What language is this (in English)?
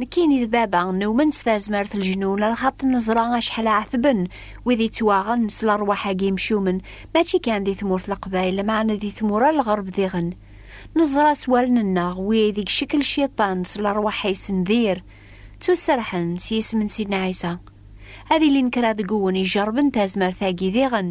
Kabyle